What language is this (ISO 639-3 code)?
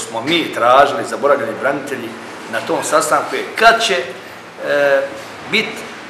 hrv